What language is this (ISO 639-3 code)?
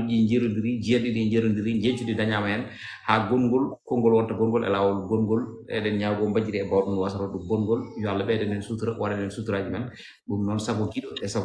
ful